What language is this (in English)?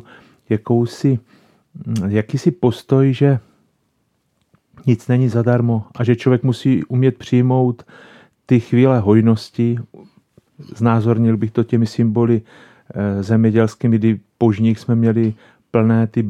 Czech